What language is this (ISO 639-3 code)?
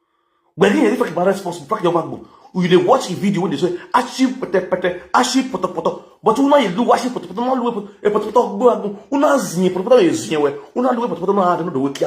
pcm